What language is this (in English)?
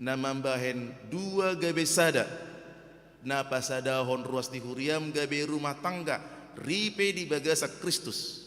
Batak Toba